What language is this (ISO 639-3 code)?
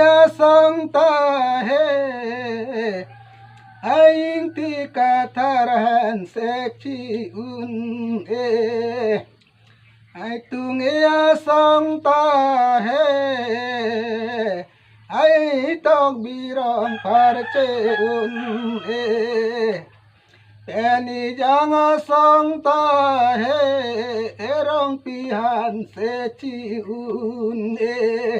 mjw